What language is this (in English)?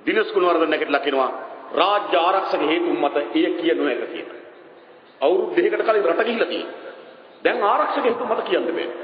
Sinhala